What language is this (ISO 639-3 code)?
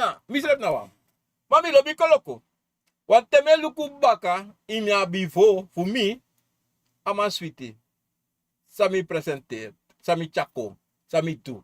srn